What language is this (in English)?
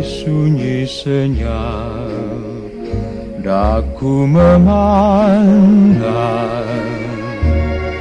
Indonesian